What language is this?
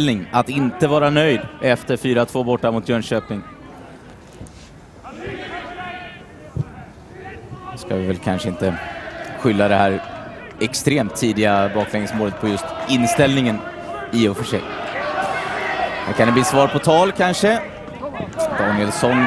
Swedish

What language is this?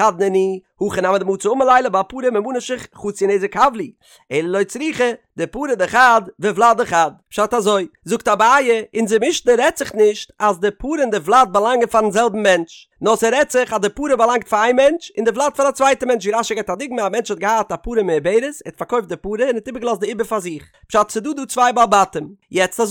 Yiddish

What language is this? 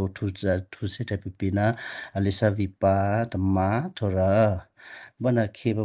Western Kayah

